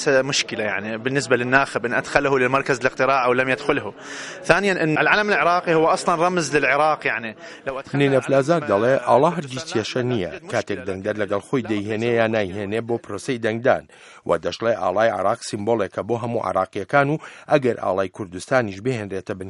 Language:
Central Kurdish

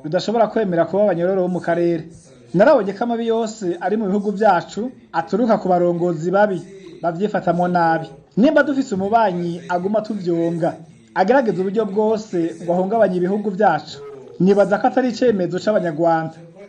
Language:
Rundi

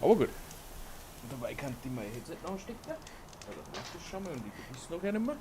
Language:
Bavarian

